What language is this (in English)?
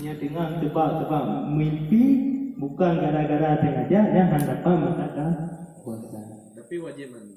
Achinese